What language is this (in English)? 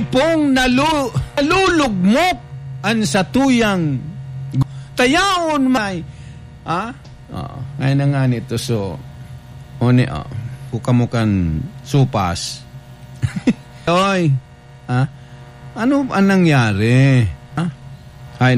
Bikol